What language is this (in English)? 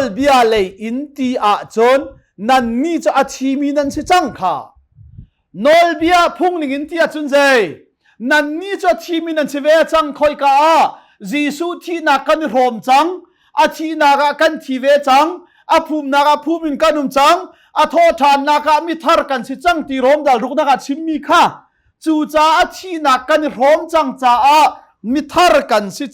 Hakha Chin